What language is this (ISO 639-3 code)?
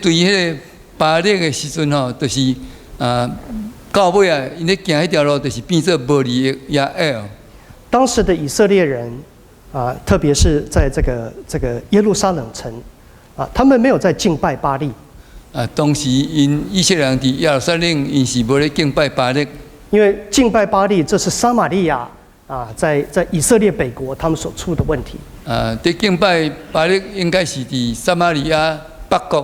nan